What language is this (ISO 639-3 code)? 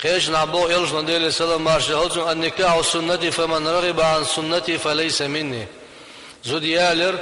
che